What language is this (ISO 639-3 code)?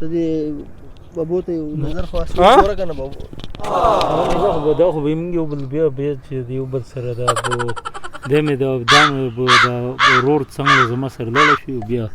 pus